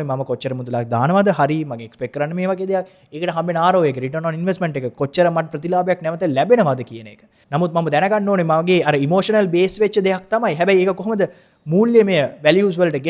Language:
Sinhala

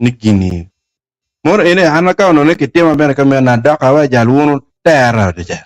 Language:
Acoli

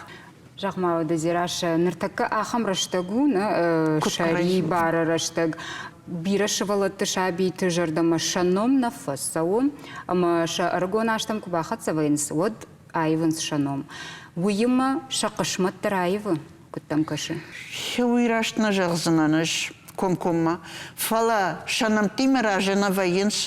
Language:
Ossetic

